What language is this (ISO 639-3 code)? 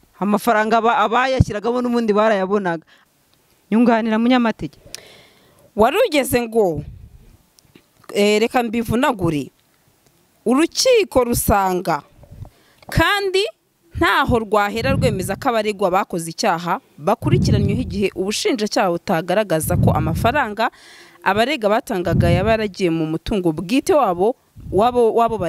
kin